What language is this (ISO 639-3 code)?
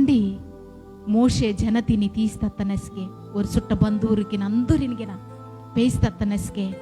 kff